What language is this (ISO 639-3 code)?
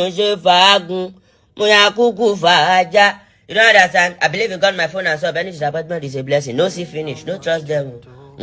pcm